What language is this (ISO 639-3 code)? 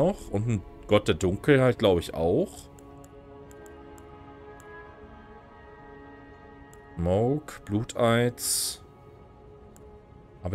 deu